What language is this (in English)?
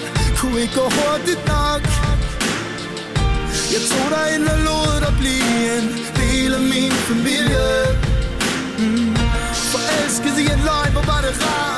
Danish